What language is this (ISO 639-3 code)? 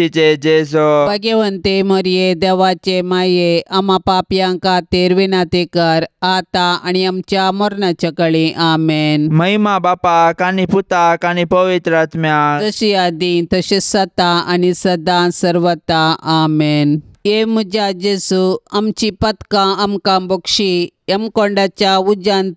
kok